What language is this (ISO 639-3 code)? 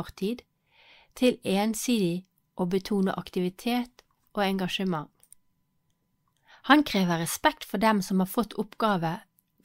nor